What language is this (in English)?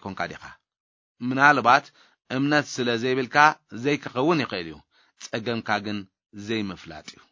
Tigrinya